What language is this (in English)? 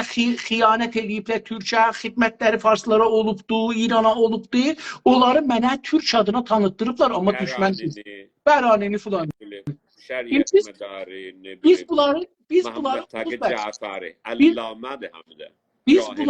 South Azerbaijani